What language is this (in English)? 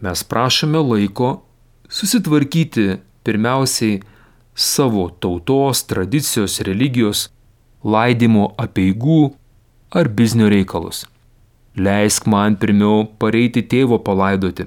Lithuanian